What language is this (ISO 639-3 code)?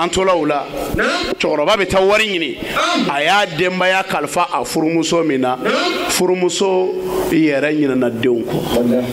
bam